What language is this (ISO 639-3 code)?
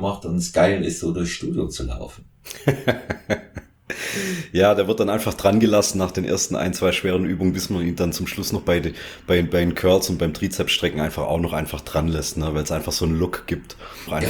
deu